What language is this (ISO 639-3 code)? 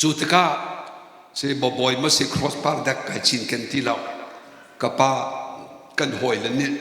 cnh